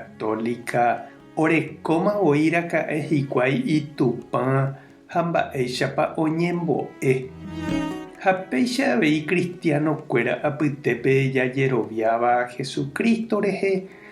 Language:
Guarani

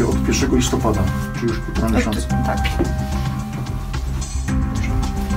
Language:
Polish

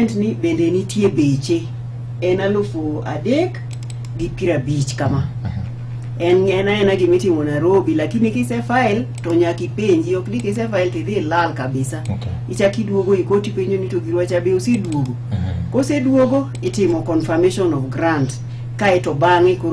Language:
Luo (Kenya and Tanzania)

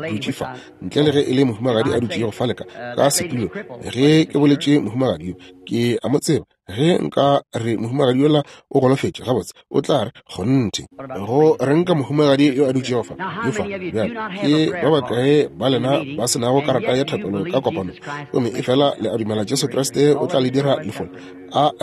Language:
Northern Sotho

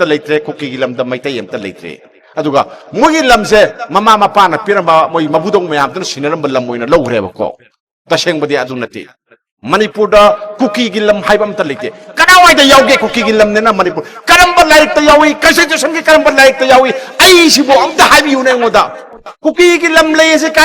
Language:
Manipuri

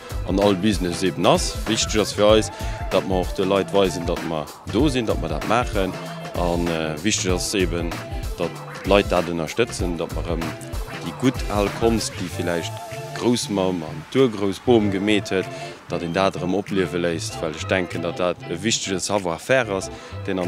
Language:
Luxembourgish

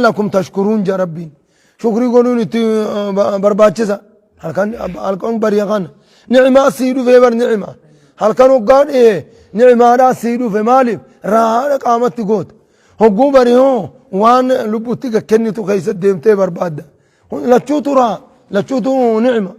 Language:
Oromo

